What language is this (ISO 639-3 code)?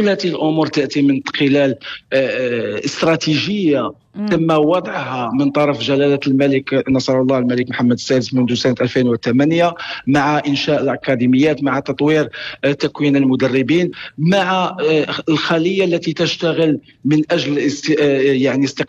apc